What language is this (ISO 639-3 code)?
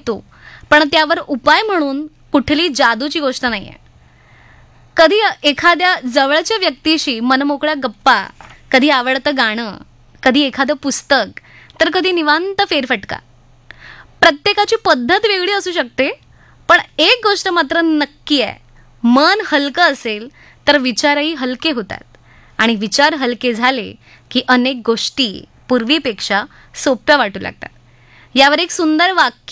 mar